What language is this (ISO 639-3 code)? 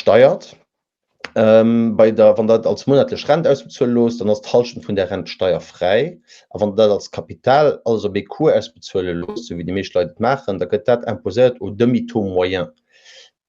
ltz